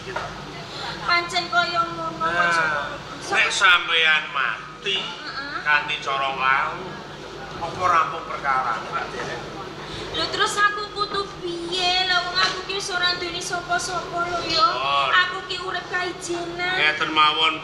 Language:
Javanese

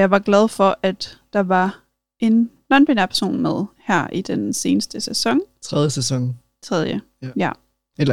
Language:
Danish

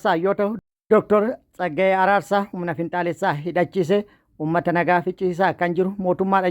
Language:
Oromo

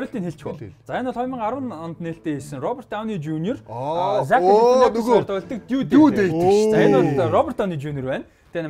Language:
Mongolian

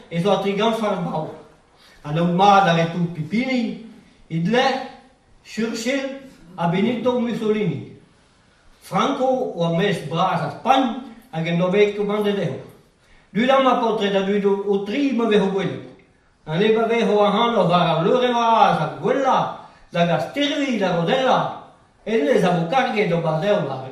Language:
Breton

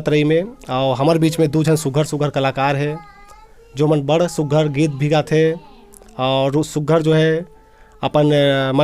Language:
Chhattisgarhi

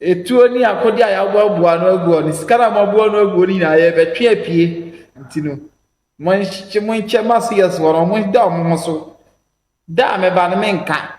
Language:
Akan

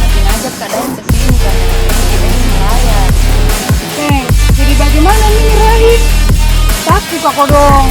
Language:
Makassar Malay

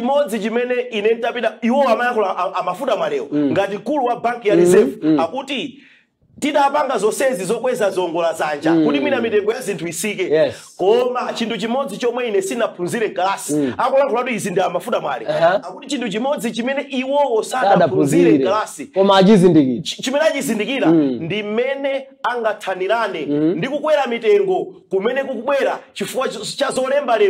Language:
Nyanja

